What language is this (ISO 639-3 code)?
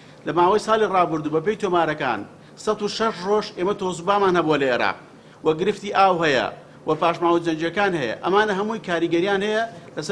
ckb